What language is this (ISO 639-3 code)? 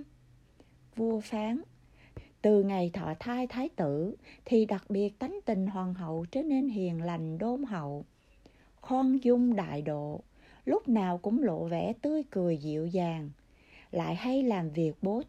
vie